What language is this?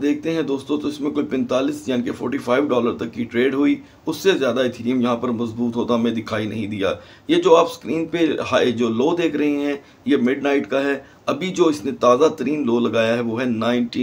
Hindi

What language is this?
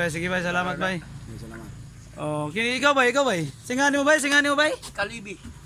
Cebuano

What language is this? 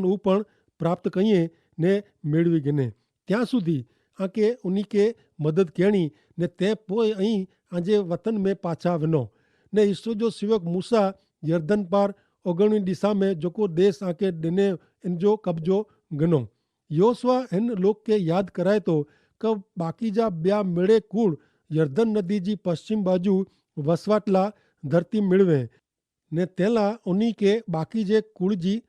Kachhi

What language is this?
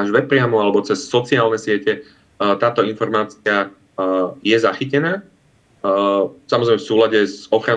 Slovak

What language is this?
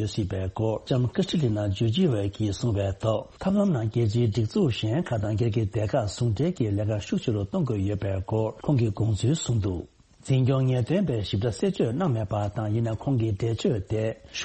Tibetan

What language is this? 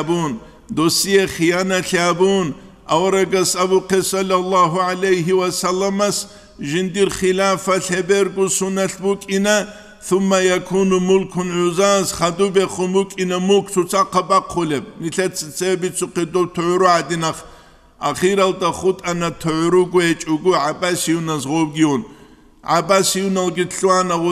Avaric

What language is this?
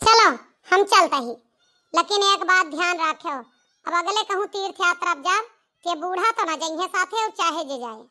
Awadhi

